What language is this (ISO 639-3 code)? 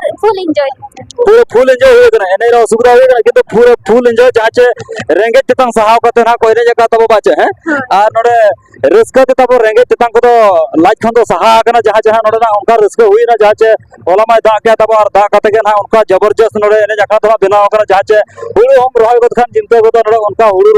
sat